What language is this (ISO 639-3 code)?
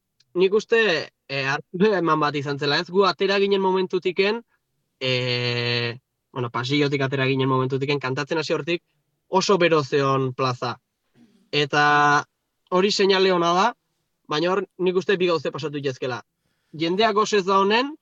eus